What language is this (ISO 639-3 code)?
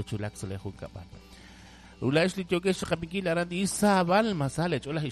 kek